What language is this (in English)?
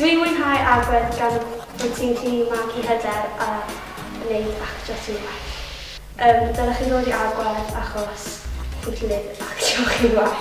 Welsh